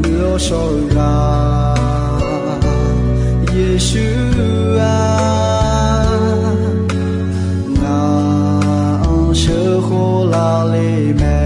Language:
Akha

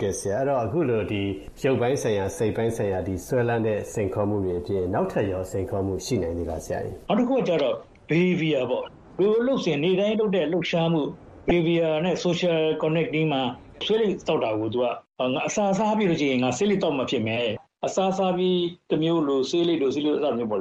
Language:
Burmese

